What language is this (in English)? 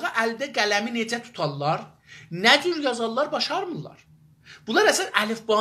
South Azerbaijani